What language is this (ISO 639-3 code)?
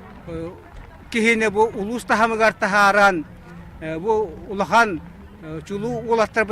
sah